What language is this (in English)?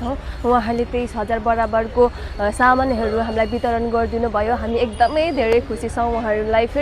Nepali